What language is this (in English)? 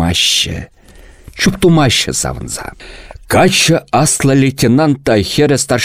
Chuvash